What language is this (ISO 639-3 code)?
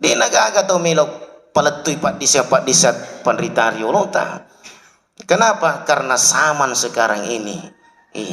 bug